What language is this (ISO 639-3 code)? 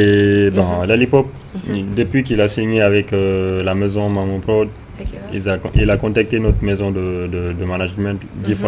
ful